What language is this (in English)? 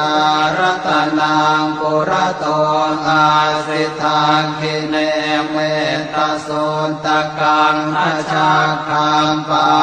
Pali